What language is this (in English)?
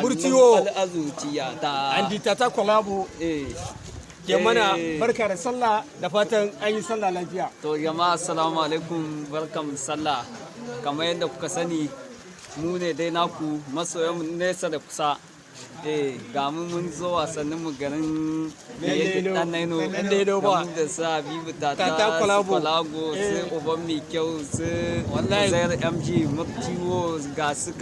Hausa